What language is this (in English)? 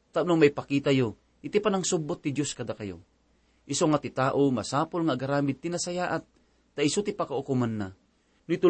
Iloko